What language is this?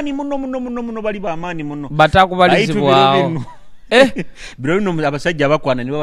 Nyoro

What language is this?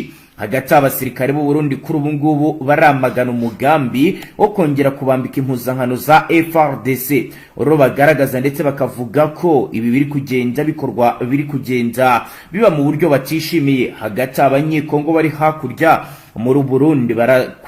Kinyarwanda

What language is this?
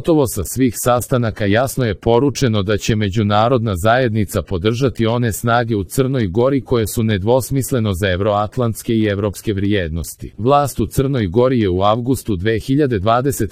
Serbian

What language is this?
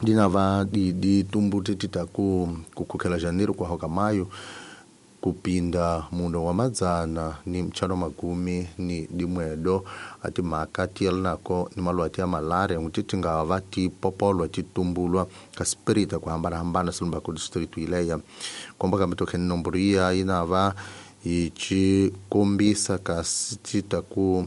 Tsonga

